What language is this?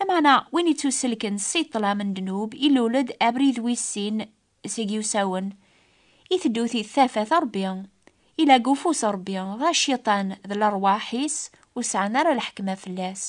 Kabyle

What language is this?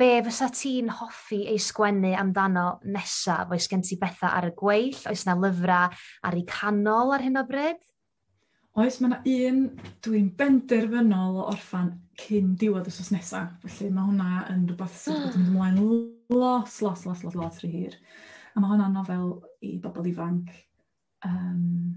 Welsh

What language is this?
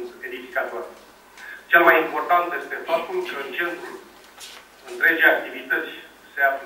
Romanian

